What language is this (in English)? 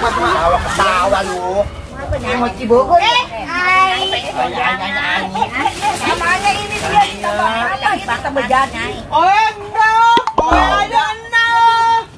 Betawi